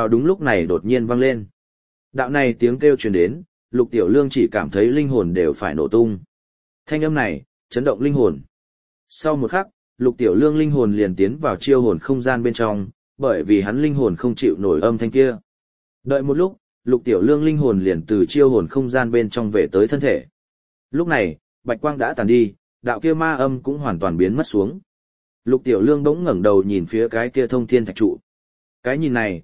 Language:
Vietnamese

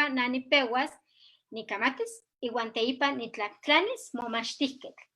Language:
Eastern Huasteca Nahuatl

